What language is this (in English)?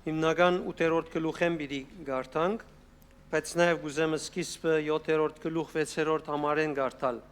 Western Armenian